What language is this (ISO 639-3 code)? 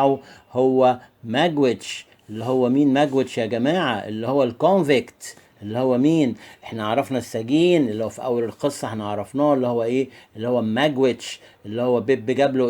arz